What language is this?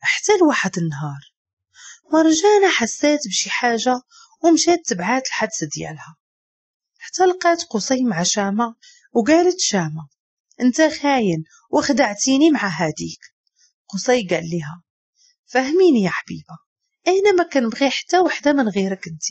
Moroccan Arabic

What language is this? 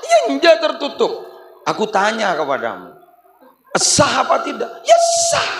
Madurese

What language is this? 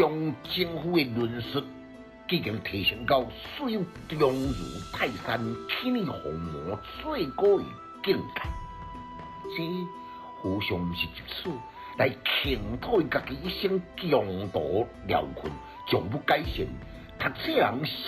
Min Nan Chinese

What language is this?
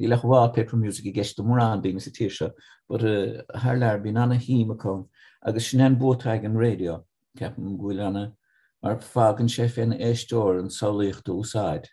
Irish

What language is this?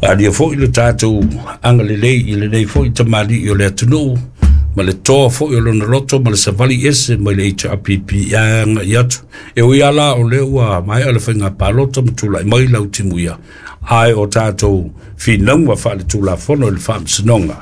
Samoan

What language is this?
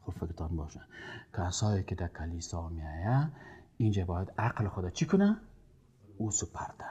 Persian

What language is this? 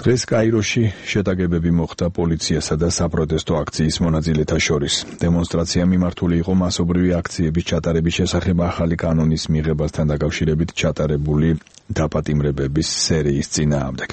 Georgian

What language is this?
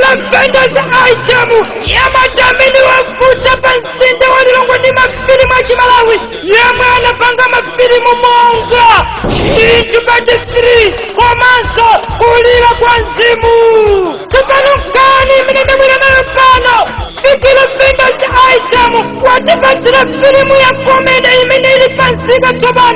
Nyanja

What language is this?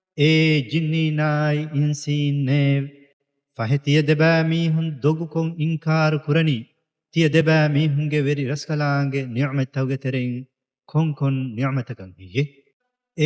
Divehi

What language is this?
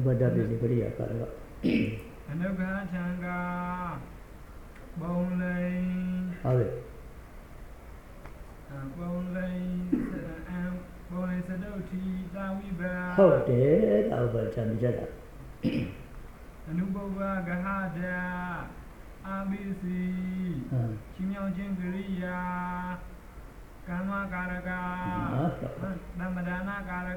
Burmese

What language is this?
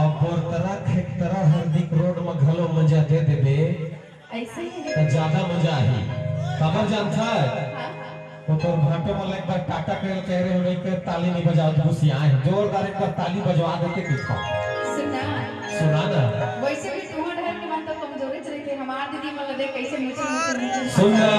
Chhattisgarhi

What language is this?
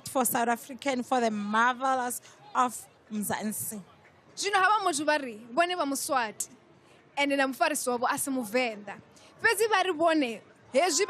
Venda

